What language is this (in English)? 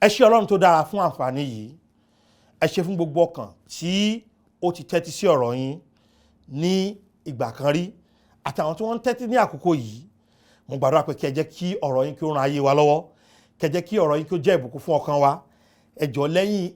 Yoruba